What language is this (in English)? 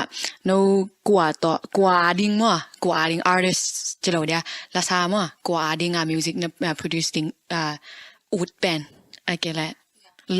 Tedim Chin